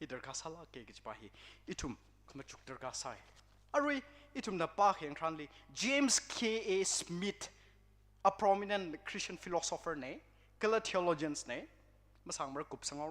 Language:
Tangkhul Naga (India)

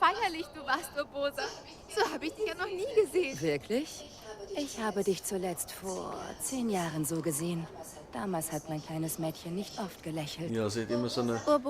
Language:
Swiss German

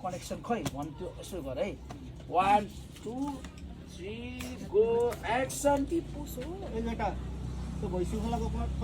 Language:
Nepali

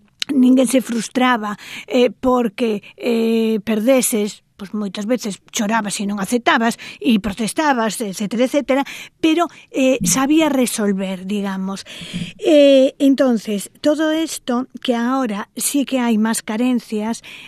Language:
Galician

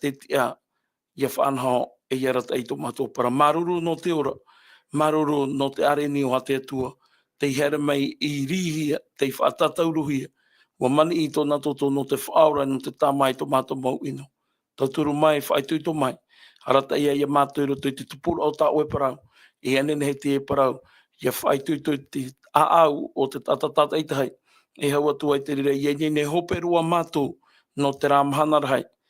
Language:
Tahitian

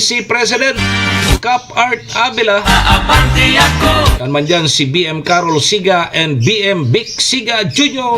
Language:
Bikol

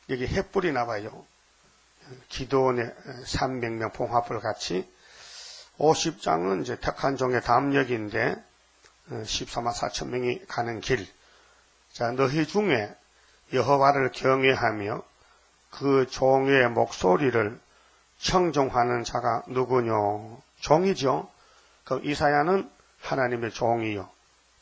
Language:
Korean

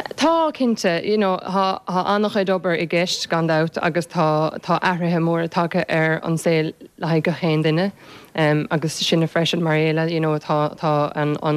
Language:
Irish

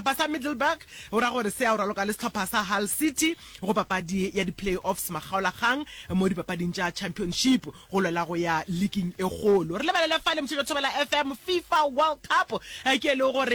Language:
Northern Sotho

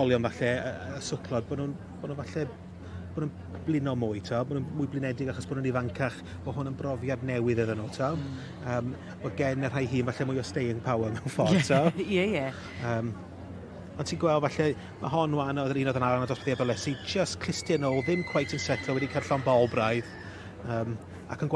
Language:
Welsh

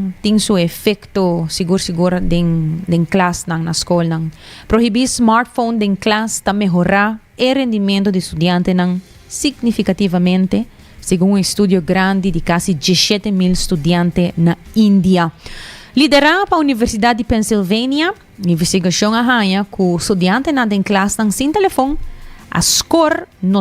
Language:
Papiamento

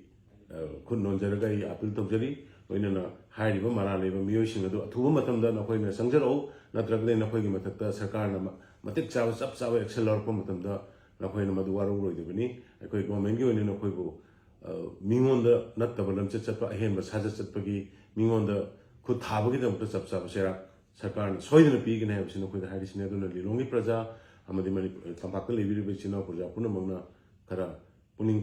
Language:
Manipuri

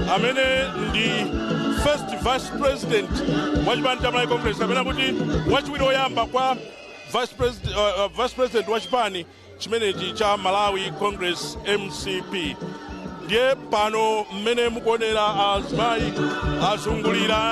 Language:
Nyanja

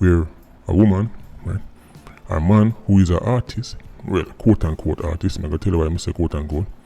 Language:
Jamaican Creole English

